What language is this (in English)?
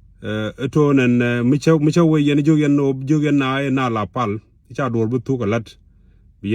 Nuer